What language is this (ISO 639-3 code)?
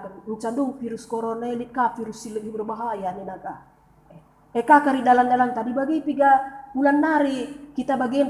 btx